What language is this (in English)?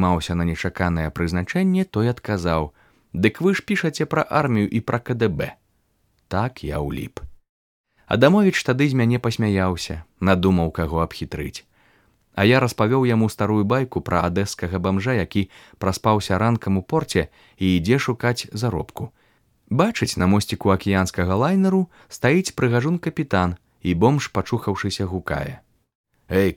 Belarusian